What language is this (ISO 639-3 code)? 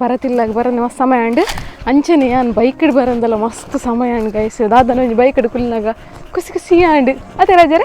tcy